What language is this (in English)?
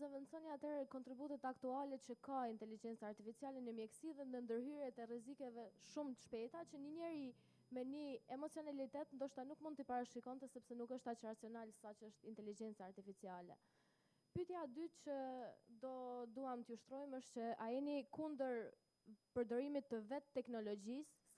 Albanian